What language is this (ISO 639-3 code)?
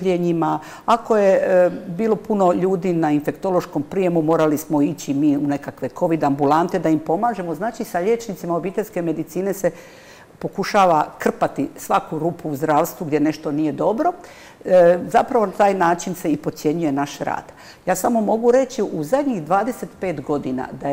hrv